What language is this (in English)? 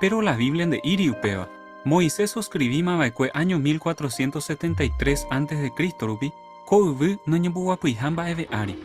Guarani